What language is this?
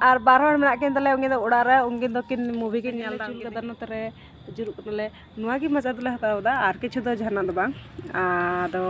Santali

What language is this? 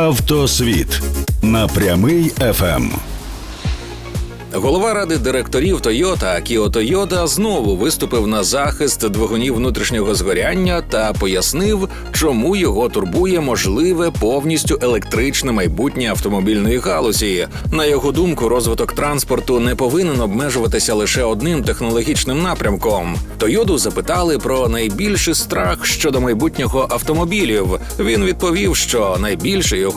Ukrainian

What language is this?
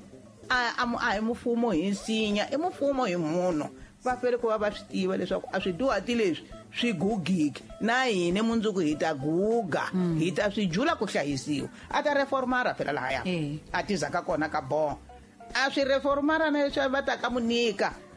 Tsonga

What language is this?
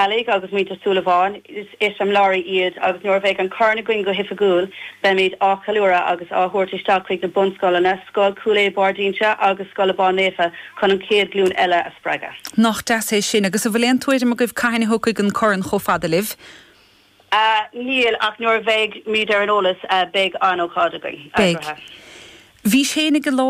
Irish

